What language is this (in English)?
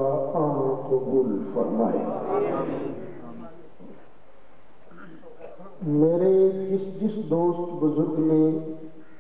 Urdu